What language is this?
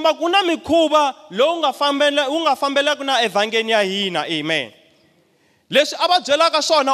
Tsonga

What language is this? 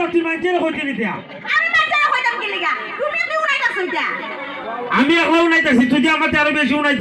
Sylheti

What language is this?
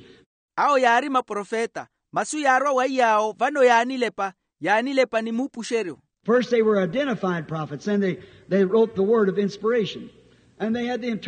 Makhuwa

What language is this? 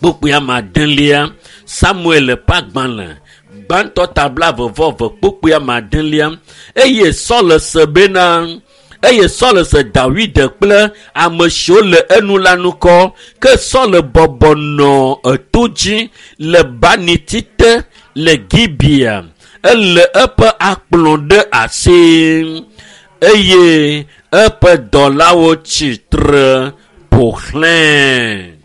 Ewe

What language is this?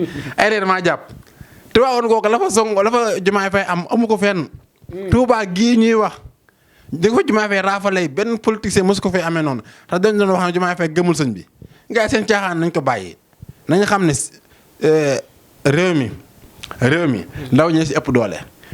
Wolof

